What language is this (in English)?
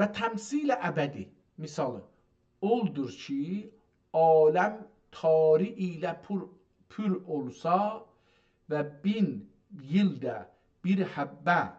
South Azerbaijani